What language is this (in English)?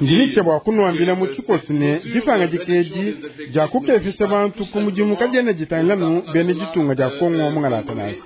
Luba-Lulua